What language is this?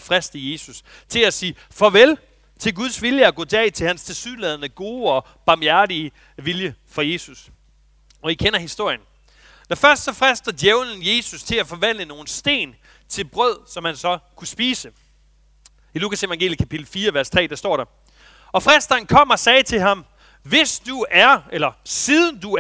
Danish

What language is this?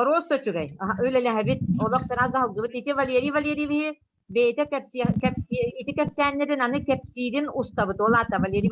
Yakut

